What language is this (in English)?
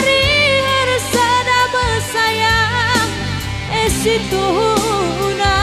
Batak Karo